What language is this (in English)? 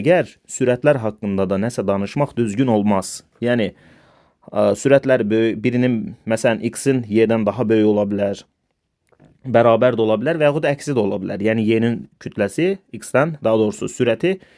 Azerbaijani